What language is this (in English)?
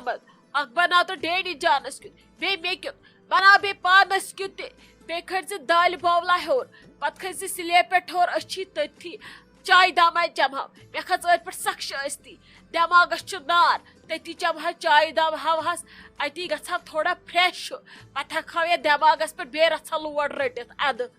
Kashmiri